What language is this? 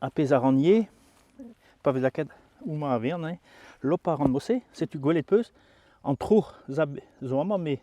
Breton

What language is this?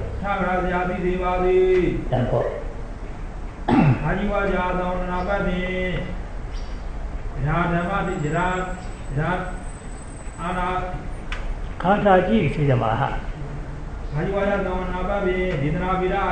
Burmese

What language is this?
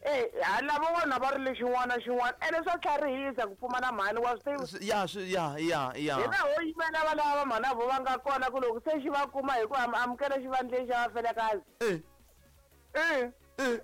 Tsonga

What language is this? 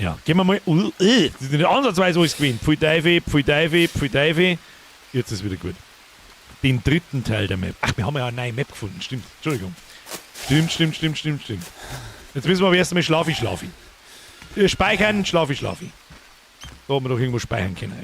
Bavarian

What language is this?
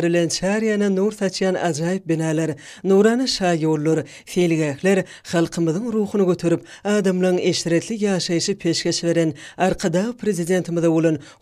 Turkmen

